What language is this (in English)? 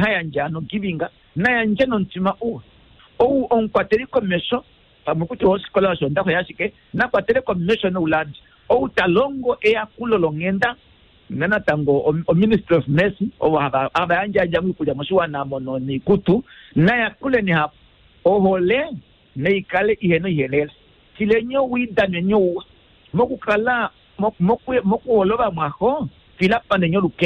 Kuanyama